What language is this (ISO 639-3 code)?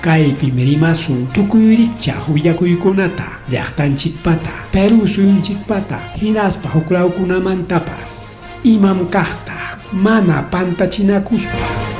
quy